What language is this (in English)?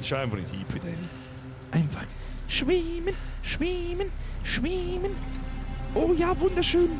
Bavarian